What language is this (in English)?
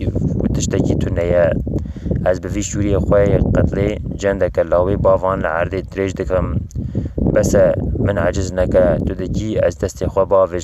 Kurdish